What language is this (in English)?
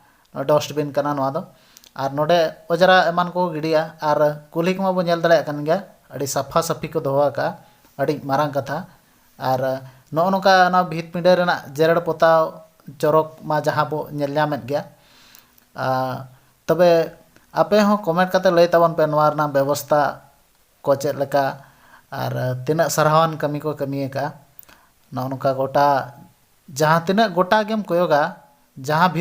Santali